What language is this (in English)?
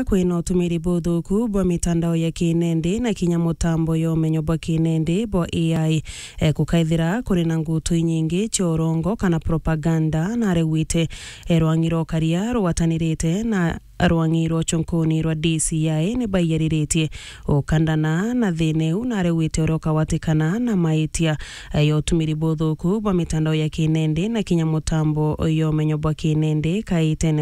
Meru